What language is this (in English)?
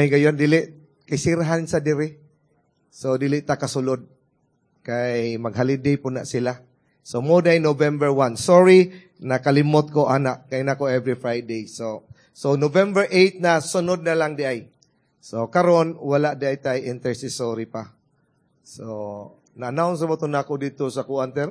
Cebuano